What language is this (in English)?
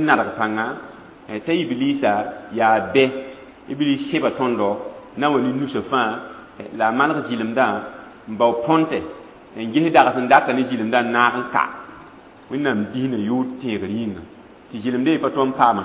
Mossi